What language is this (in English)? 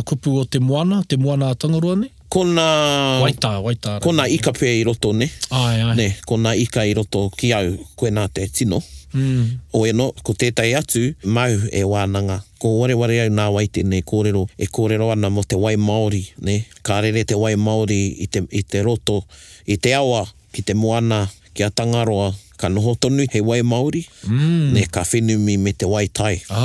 Māori